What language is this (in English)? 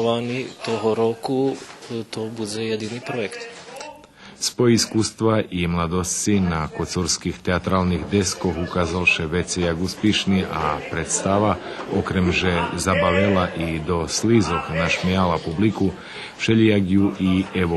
Rusyn